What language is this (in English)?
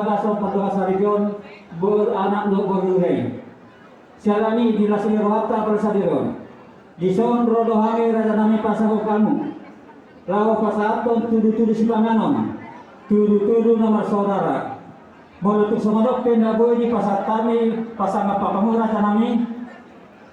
Batak Toba